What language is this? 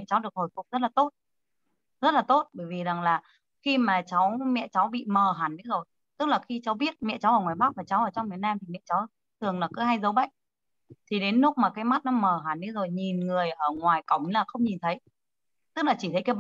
Vietnamese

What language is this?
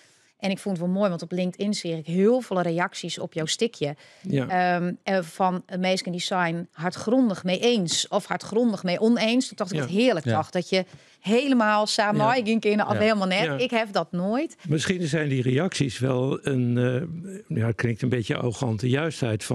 Western Frisian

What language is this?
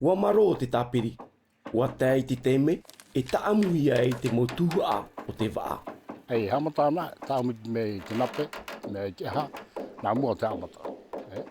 Tahitian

